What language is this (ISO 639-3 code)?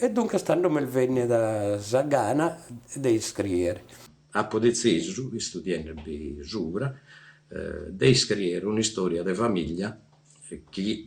srd